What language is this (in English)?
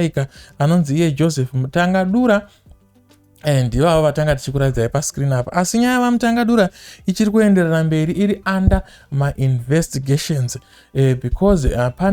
Shona